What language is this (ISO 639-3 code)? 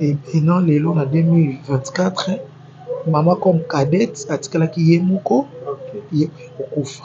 lin